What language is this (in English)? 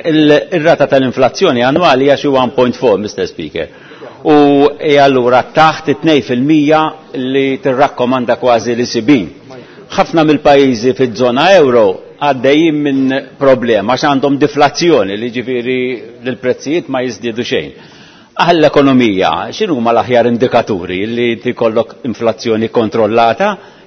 Maltese